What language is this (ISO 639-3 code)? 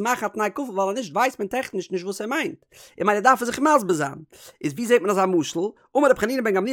yid